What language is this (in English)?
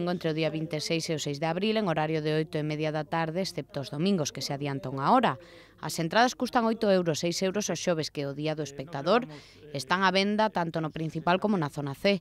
Galician